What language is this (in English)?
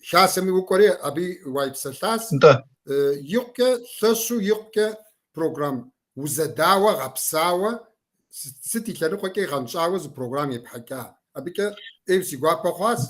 Kabardian